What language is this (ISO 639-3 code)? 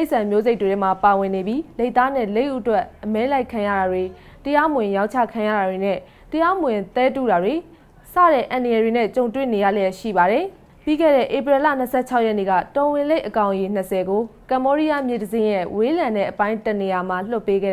mya